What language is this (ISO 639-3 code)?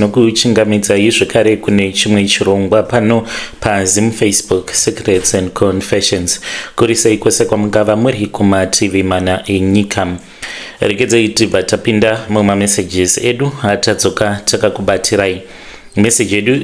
sna